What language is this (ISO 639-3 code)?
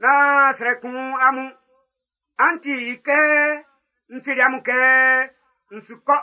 bci